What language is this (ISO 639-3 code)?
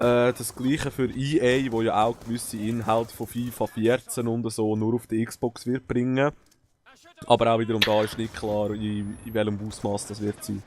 gsw